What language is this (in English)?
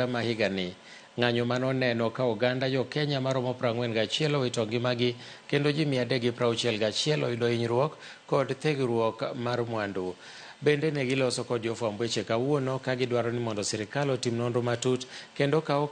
Luo (Kenya and Tanzania)